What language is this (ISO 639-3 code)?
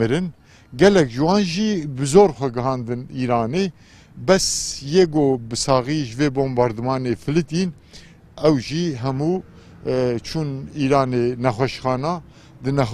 kur